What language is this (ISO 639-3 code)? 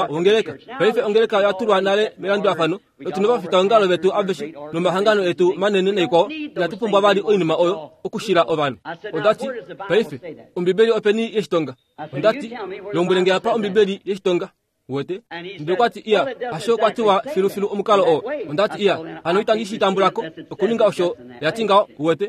kua